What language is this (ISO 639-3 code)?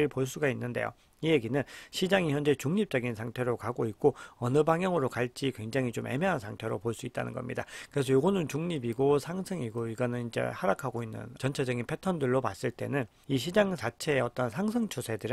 kor